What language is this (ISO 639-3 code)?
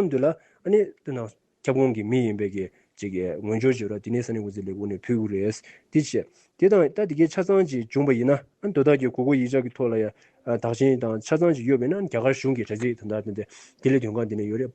bod